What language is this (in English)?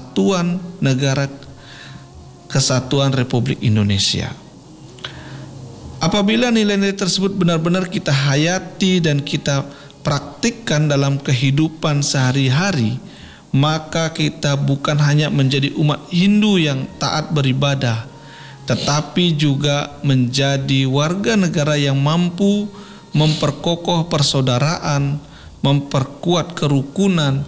Indonesian